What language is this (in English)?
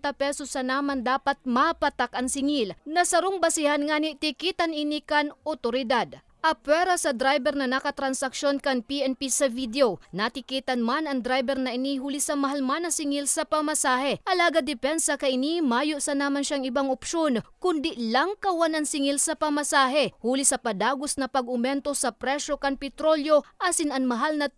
Bikol